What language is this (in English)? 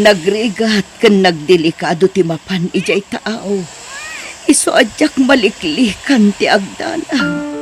Iloko